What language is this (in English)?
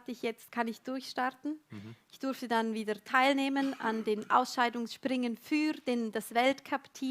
Swiss German